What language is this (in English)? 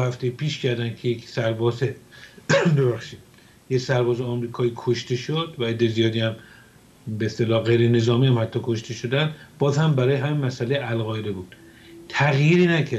Persian